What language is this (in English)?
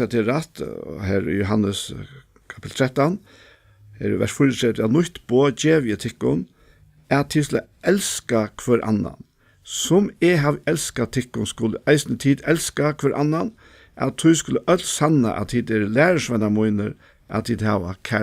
Faroese